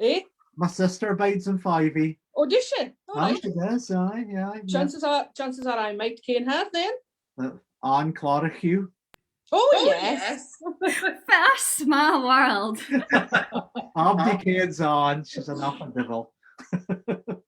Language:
Scots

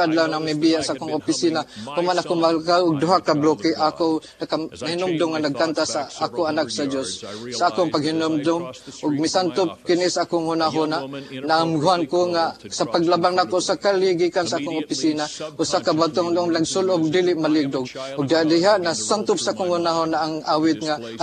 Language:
Cebuano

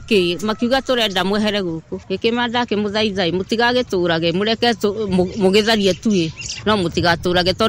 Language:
Kikuyu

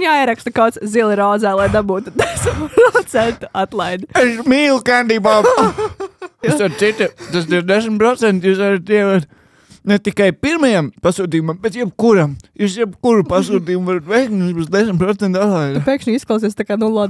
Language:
Latvian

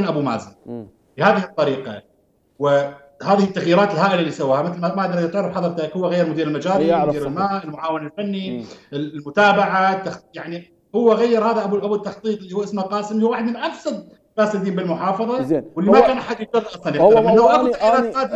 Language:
Mesopotamian Arabic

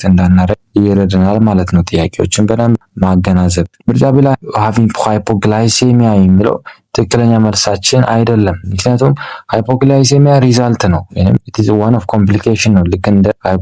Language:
Amharic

